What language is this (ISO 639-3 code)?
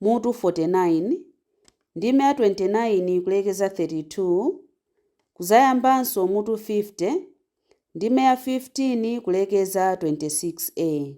nya